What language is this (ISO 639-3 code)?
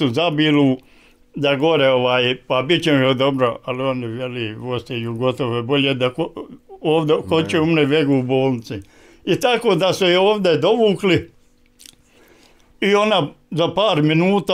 bos